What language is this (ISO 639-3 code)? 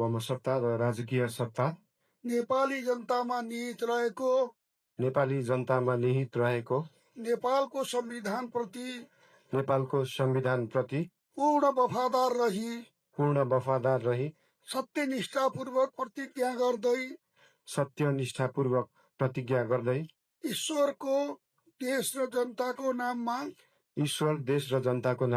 nep